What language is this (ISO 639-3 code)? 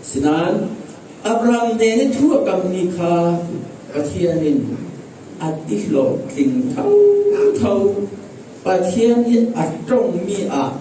cfm